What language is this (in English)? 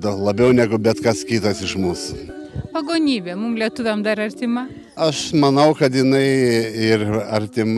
Lithuanian